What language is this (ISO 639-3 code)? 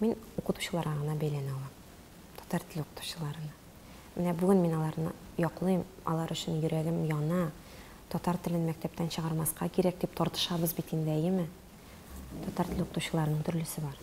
tat